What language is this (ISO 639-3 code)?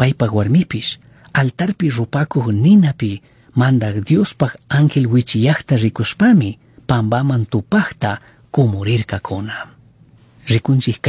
qug